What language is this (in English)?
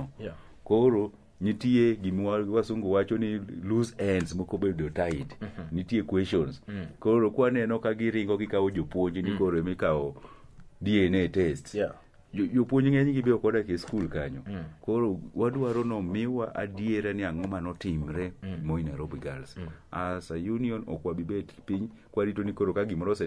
Luo (Kenya and Tanzania)